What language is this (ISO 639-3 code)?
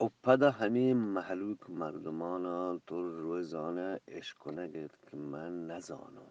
bgp